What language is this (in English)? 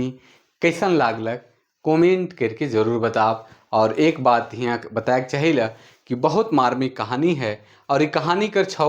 Sadri